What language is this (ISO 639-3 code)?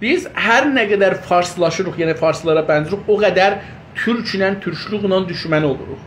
azb